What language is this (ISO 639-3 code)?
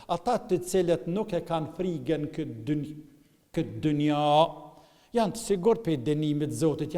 sqi